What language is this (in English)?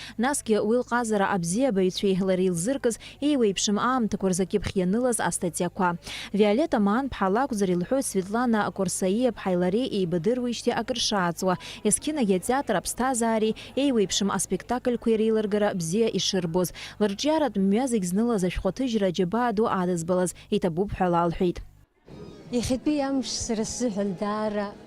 Abkhazian